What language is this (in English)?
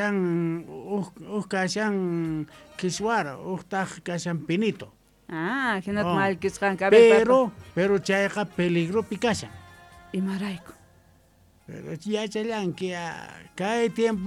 South Bolivian Quechua